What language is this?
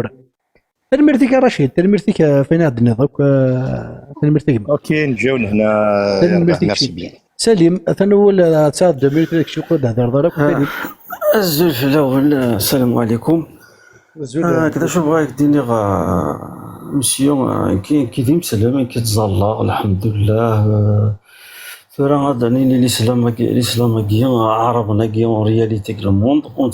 Kabyle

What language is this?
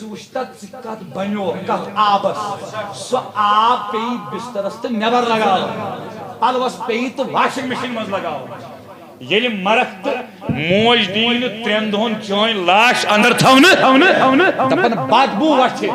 Kashmiri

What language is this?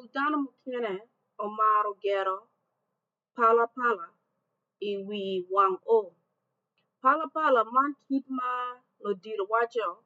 Acoli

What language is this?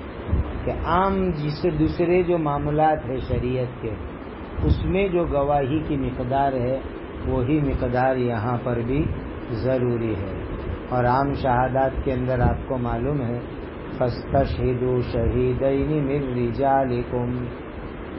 Urdu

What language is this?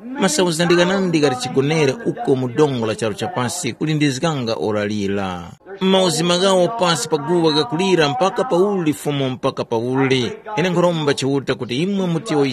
Tumbuka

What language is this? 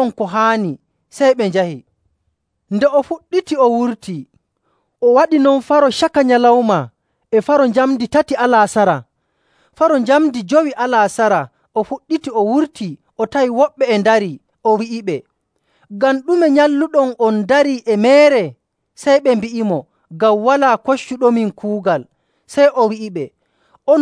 Nigerian Fulfulde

